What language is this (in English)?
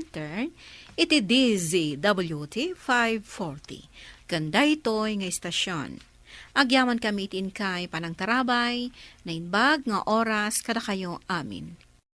Iloko